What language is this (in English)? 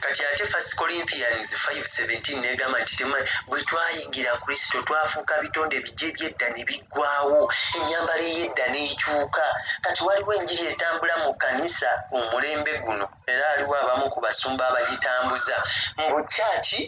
Ganda